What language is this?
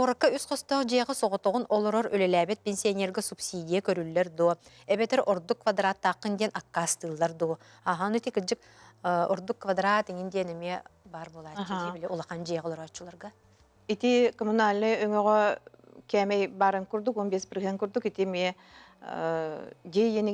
Yakut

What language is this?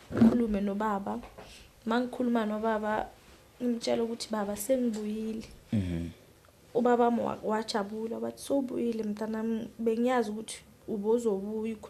Zulu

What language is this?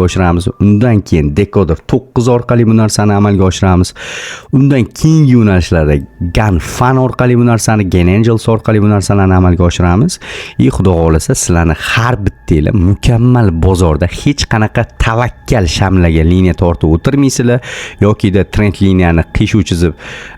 Uzbek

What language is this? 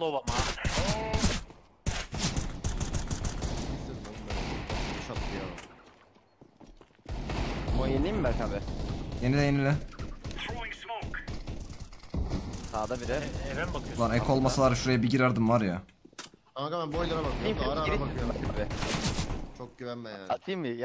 Turkish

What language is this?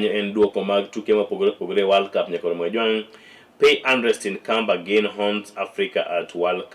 Luo (Kenya and Tanzania)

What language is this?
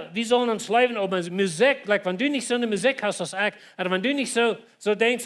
Plautdietsch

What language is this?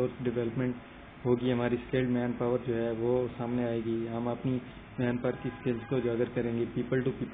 Urdu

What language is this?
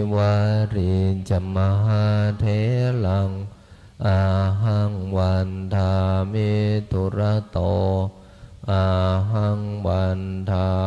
Pali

